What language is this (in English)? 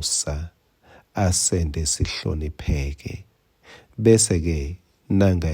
Swati